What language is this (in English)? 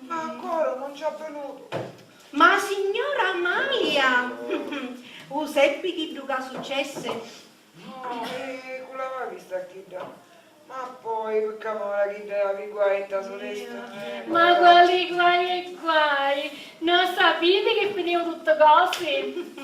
Sicilian